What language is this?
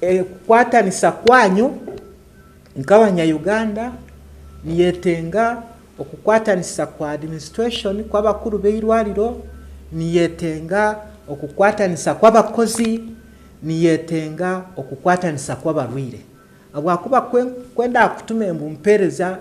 Nyankole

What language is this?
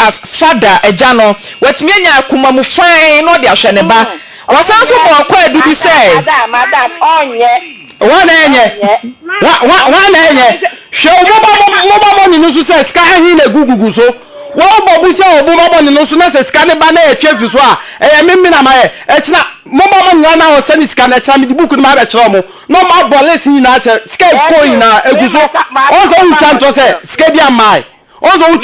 Akan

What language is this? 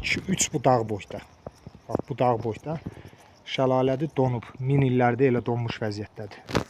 Azerbaijani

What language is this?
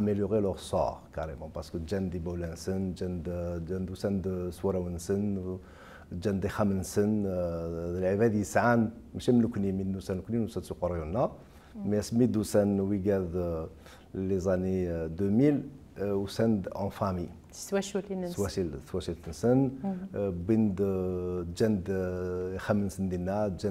Kabyle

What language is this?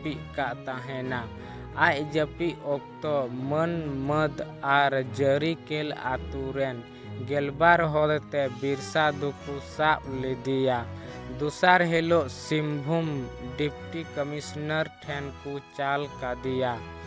Santali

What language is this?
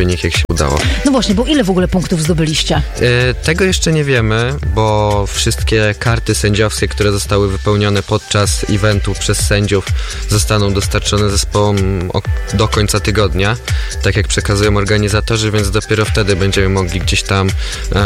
Polish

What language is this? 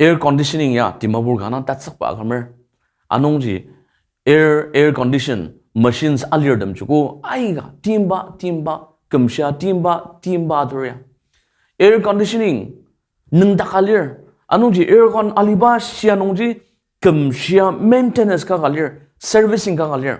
Ao Naga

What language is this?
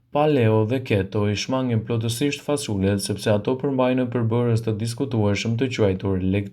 Albanian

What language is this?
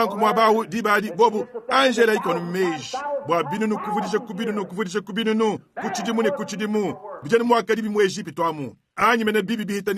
Luba-Lulua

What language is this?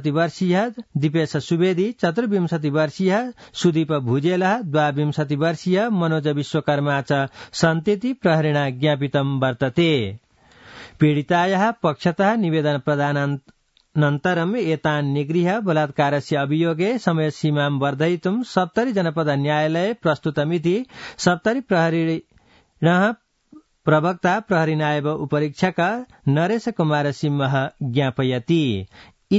Sanskrit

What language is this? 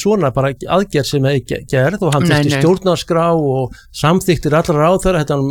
Icelandic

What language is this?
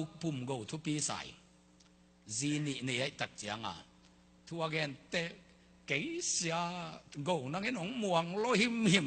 Tedim Chin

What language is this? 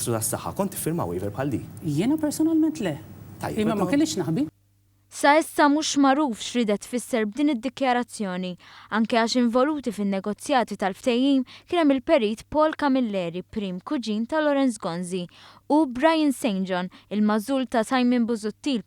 Maltese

